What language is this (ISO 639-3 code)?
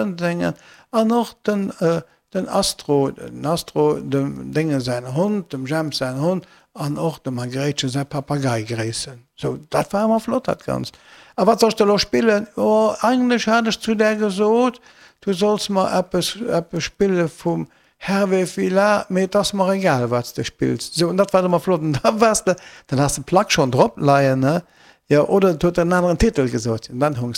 ltz